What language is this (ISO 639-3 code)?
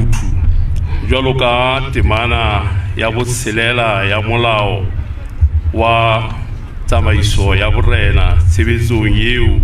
sot